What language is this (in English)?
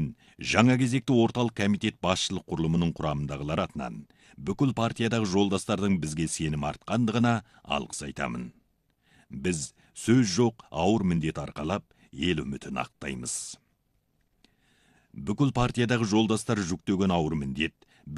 Kazakh